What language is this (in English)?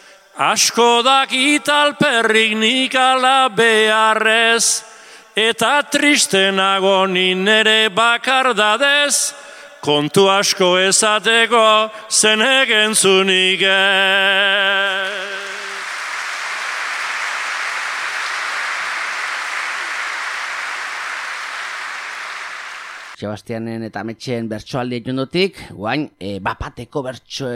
Basque